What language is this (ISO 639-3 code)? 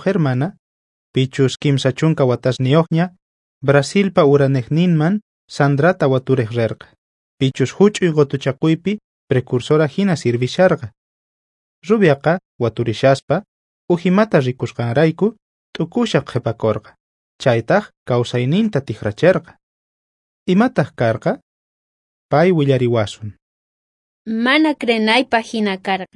quh